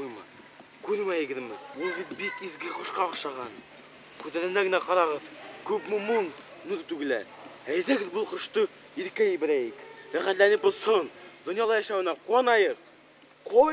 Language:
Bashkir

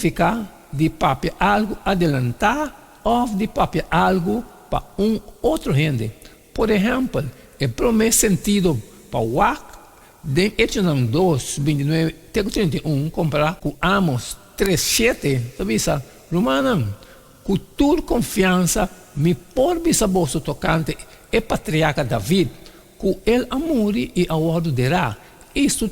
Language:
Papiamento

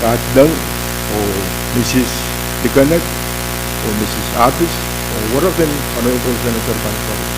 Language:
Pohnpeian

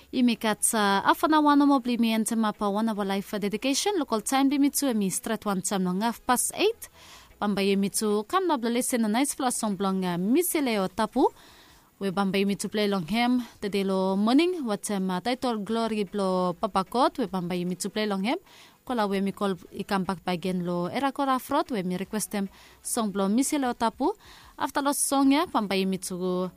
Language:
Bislama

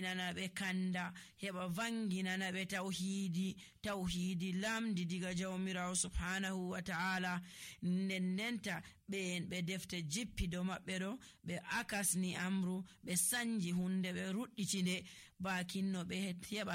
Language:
Nigerian Fulfulde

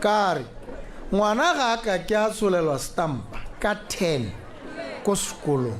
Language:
Tswana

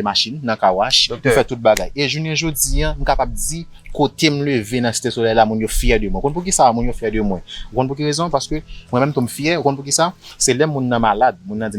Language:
Haitian Creole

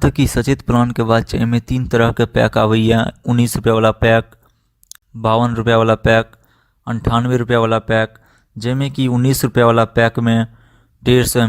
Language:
Maithili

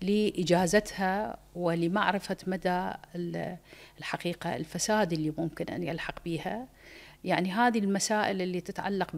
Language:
Mesopotamian Arabic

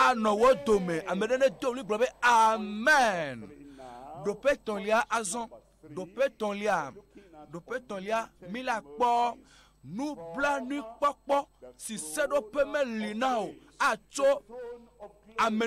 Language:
Ewe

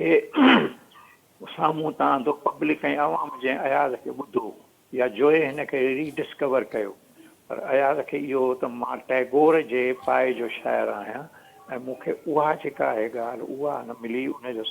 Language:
Sindhi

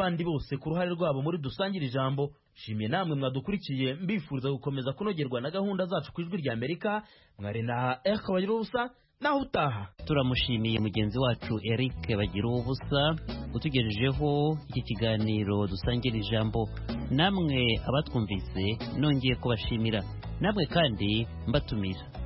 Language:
Kinyarwanda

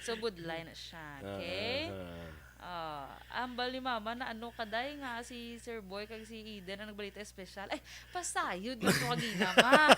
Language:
Hiligaynon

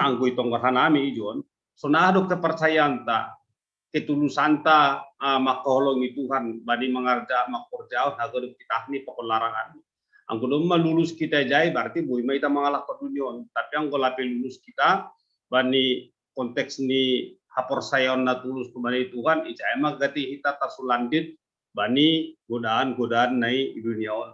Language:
Batak Simalungun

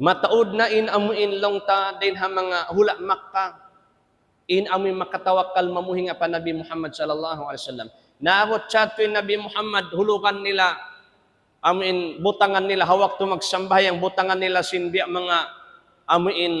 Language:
Tausug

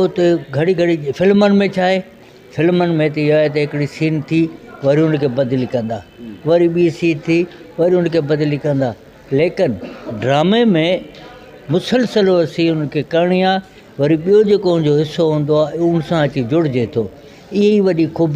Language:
Sindhi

